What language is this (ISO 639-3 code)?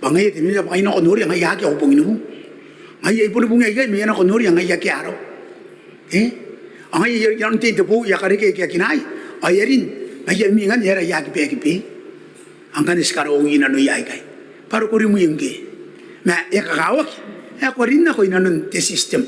gil